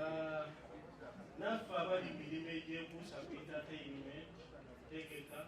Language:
Ganda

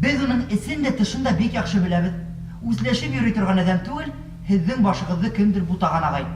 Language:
Bashkir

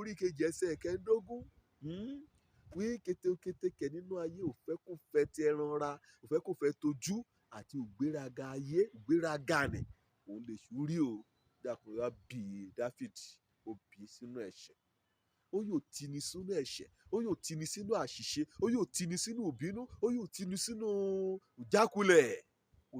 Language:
Yoruba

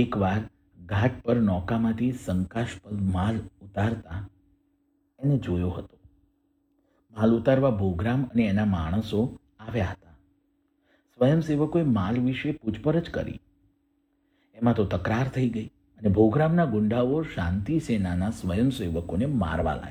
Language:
Gujarati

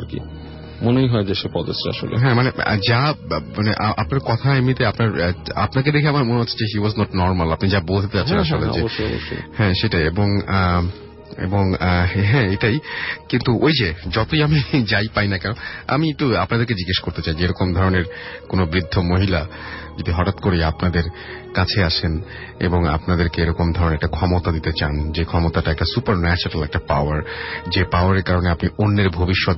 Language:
Bangla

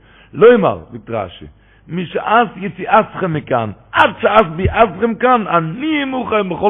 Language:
Yiddish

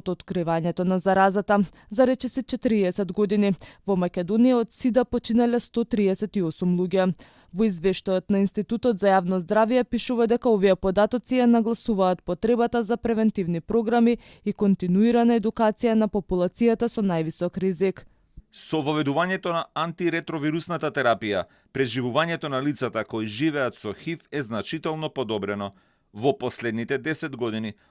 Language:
Macedonian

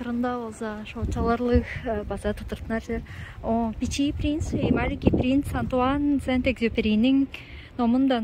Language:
Tuvinian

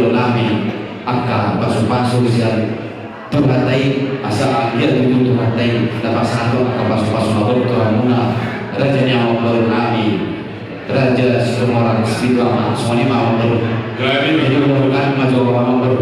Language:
Batak Toba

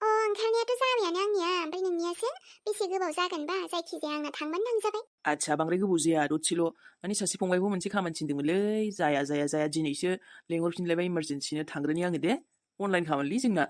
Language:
Bodo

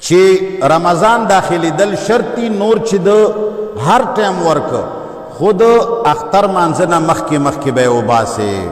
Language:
Pashto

